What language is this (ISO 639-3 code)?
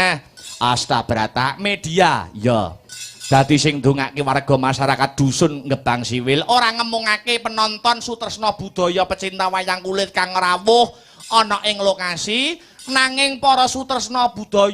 jav